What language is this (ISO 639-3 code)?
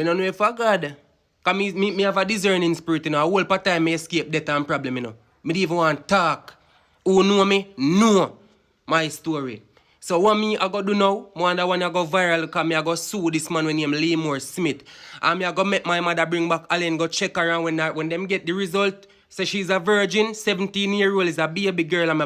jam